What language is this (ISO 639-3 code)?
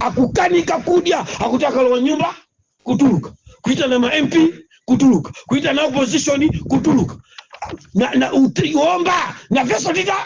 nya